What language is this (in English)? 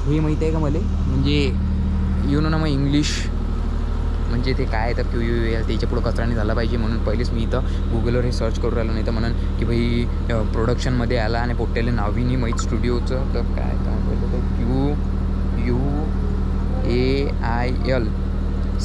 Marathi